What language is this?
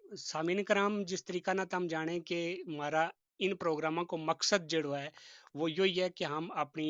Gujari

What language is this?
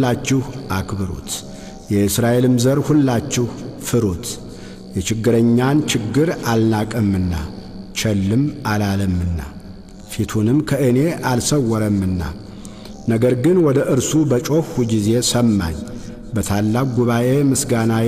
Amharic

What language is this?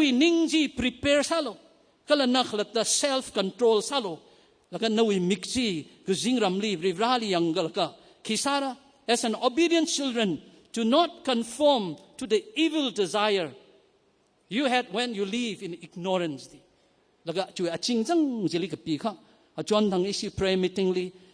Tangkhul Naga (India)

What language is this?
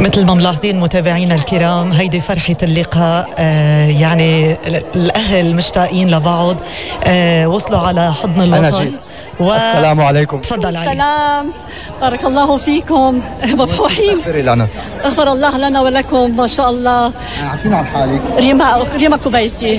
North Levantine Arabic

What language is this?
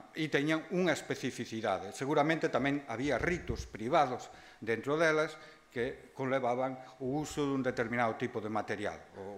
Galician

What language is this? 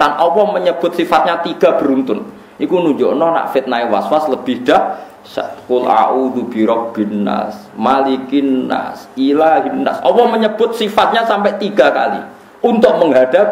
Javanese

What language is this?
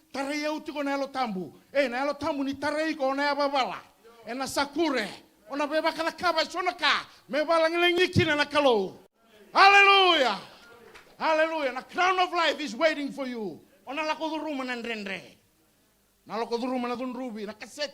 Fijian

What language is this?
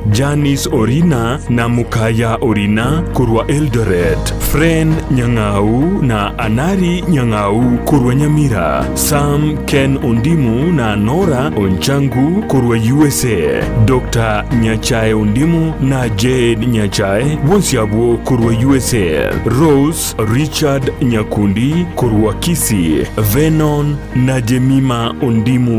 Gusii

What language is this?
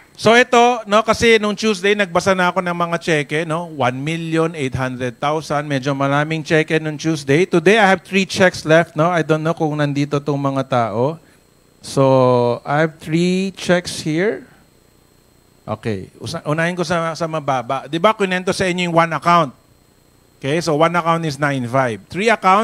Filipino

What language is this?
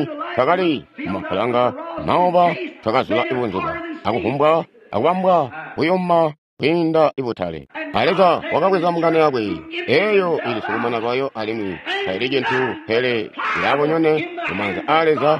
Tonga (Zambia)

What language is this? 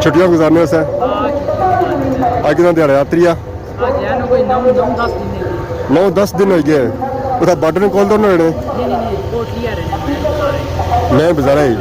Pahari-Potwari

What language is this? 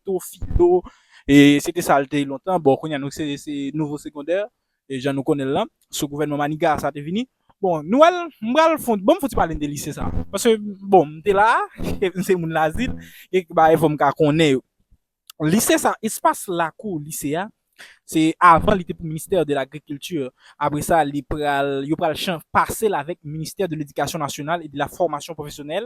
Haitian Creole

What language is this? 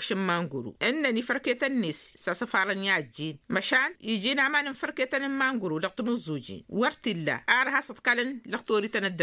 Tamasheq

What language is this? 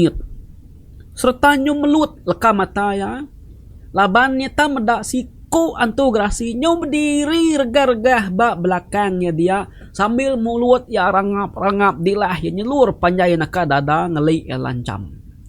Iban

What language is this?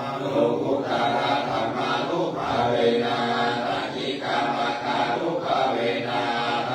Pali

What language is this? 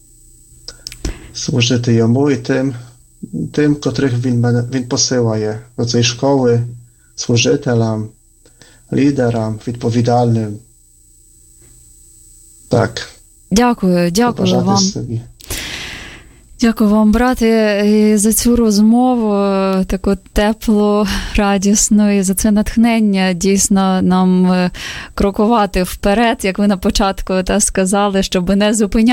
Ukrainian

